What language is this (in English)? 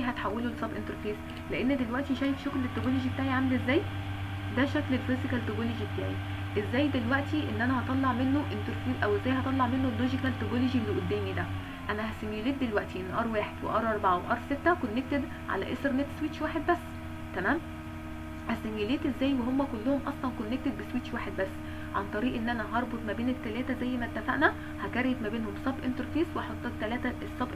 Egyptian Arabic